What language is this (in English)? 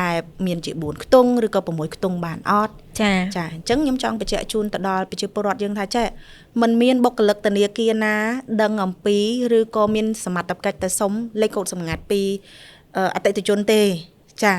Khmer